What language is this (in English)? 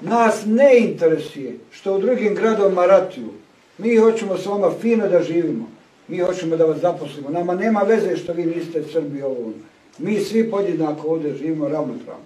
Bosnian